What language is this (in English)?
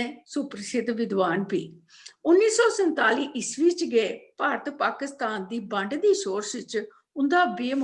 Dogri